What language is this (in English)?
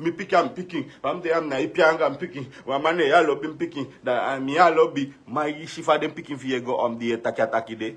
Sranan Tongo